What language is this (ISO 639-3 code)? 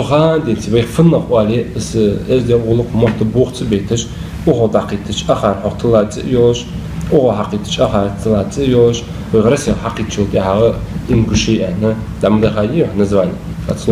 inh